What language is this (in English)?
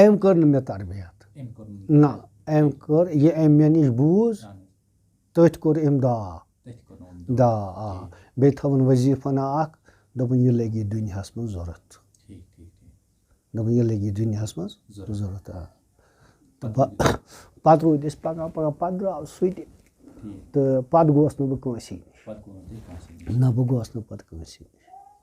Kashmiri